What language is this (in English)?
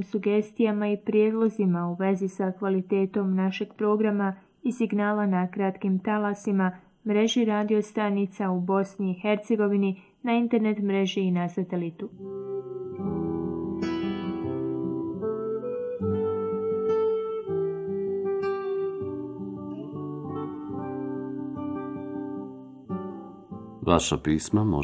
Bosnian